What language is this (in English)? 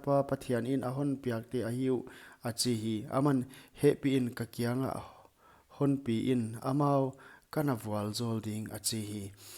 Paite Chin